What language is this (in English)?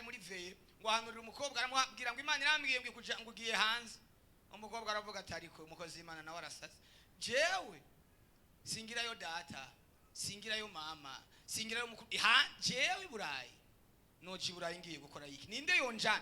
Rundi